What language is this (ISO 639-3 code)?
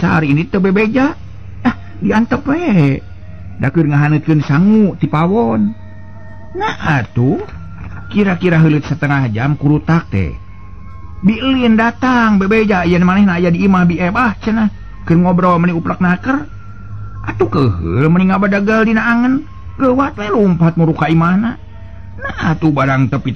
sun